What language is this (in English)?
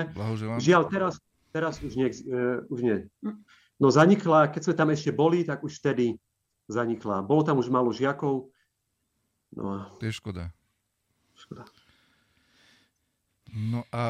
Slovak